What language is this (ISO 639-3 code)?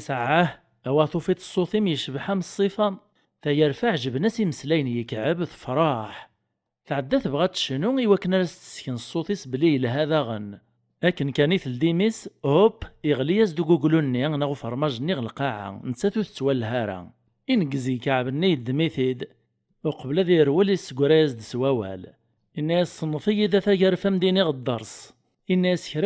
kab